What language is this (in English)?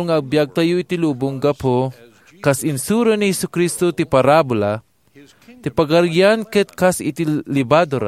Iloko